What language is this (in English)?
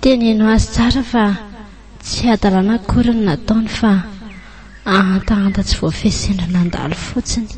Malagasy